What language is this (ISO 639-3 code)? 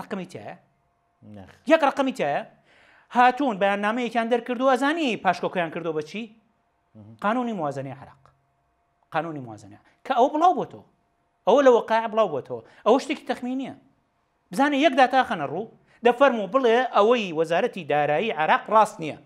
ckb